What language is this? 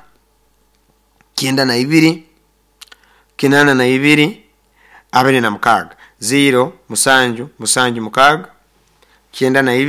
Nyoro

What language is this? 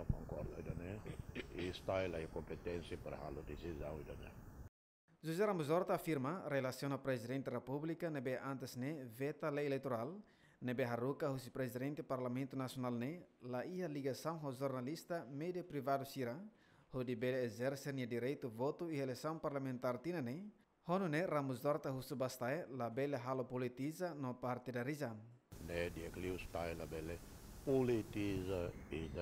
Tetum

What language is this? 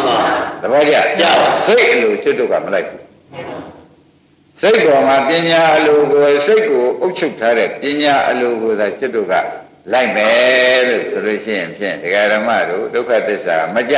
Burmese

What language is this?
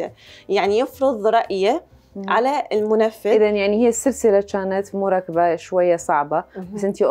Mesopotamian Arabic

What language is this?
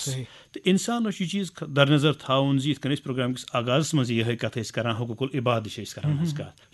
Kashmiri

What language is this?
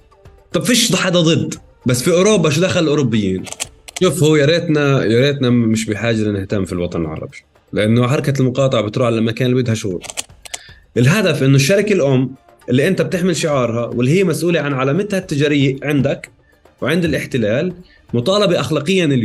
North Levantine Arabic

